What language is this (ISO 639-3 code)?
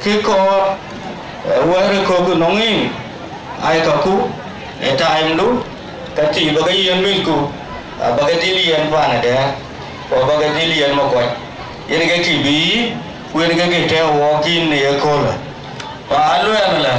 din